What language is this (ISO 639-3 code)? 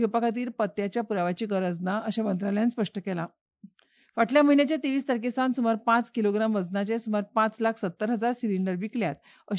kok